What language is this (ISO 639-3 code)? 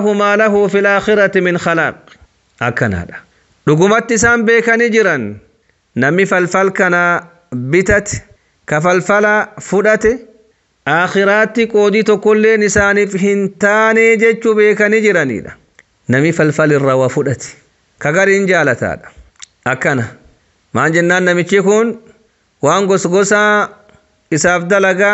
orm